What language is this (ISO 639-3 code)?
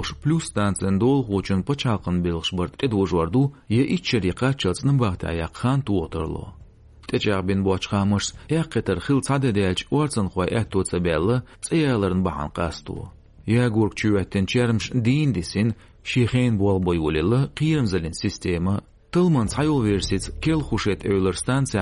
che